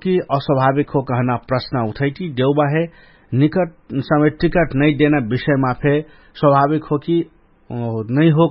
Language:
Dangaura Tharu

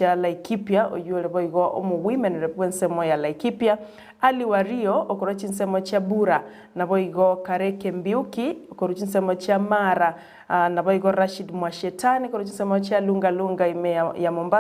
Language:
Gusii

